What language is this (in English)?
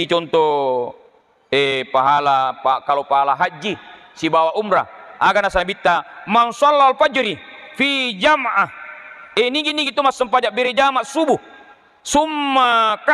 Buginese